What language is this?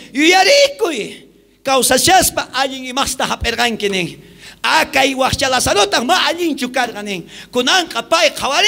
South Bolivian Quechua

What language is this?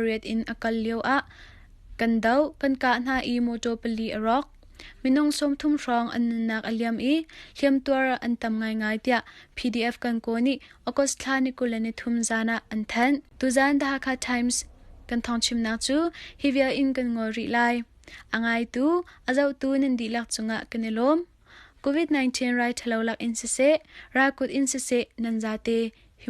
Hakha Chin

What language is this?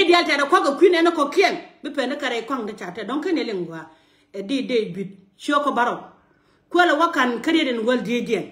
Nuer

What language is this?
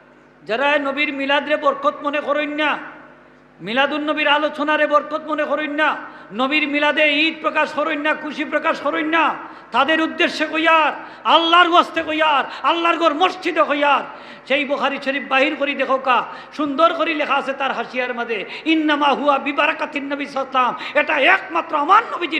Sylheti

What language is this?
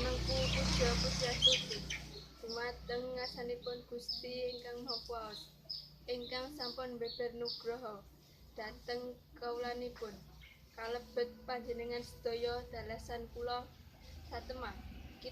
Javanese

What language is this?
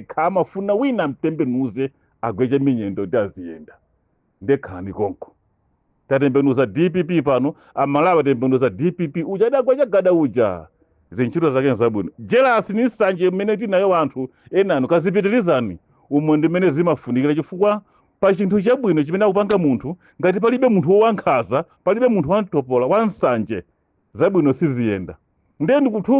Nyanja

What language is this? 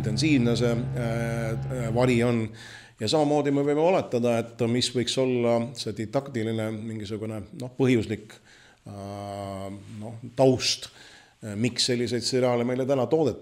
Estonian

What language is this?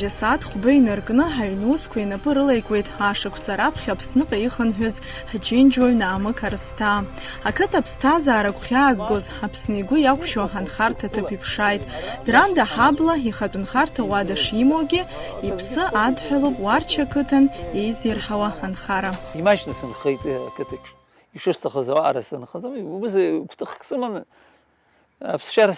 Abkhazian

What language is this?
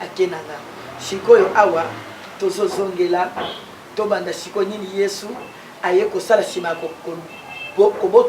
Lingala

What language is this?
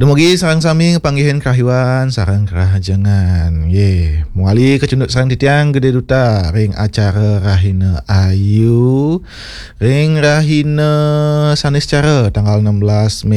Balinese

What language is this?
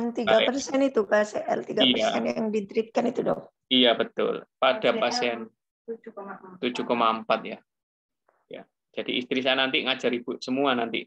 Indonesian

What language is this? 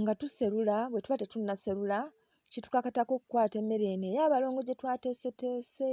Ganda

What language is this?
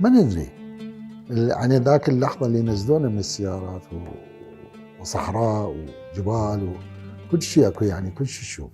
Mesopotamian Arabic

